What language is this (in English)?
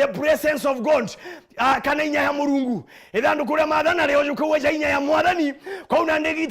Meru